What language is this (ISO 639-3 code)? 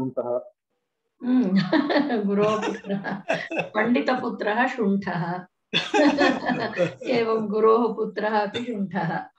san